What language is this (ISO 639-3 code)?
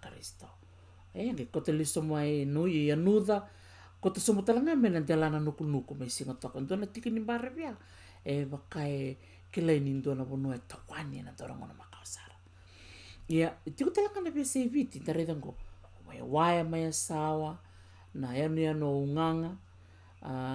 fij